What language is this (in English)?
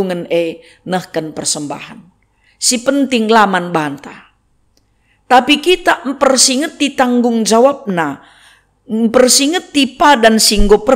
Batak Karo